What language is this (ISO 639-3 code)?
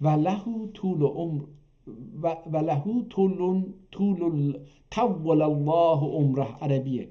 azb